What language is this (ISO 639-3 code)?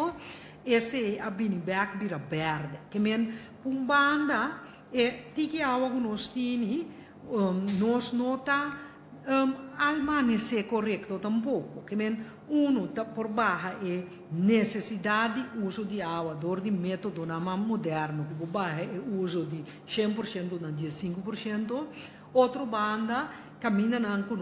pap